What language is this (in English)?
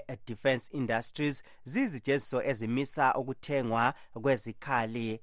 North Ndebele